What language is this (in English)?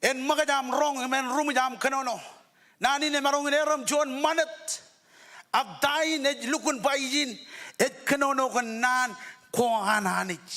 Marshallese